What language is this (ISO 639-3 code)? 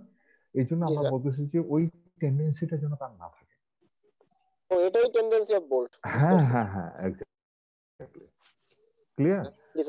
ben